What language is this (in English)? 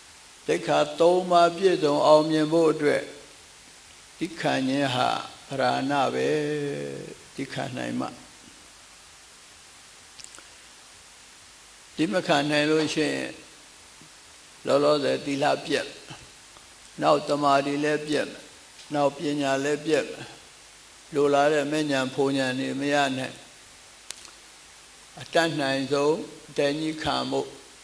Burmese